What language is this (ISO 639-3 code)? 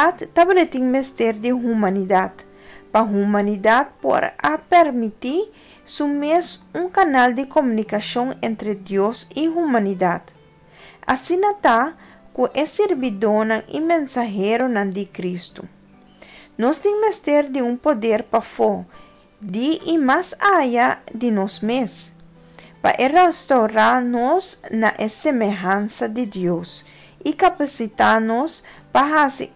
pap